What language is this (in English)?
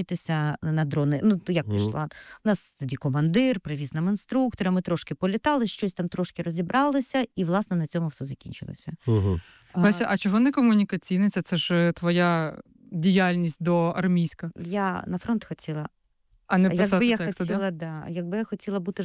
Ukrainian